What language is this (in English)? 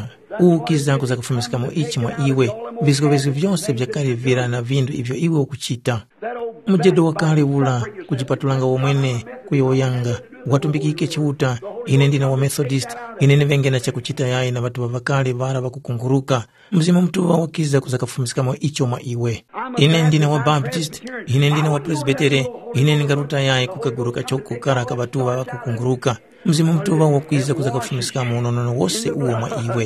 Tumbuka